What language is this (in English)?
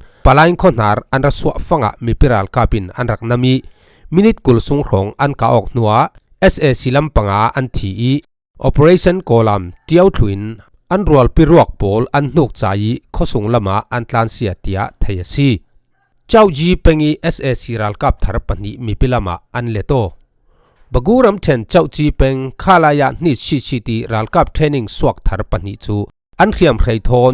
Falam Chin